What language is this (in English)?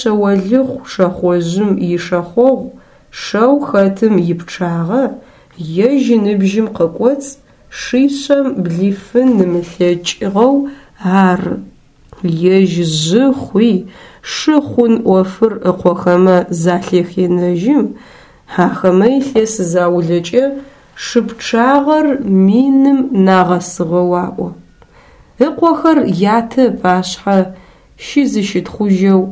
Adyghe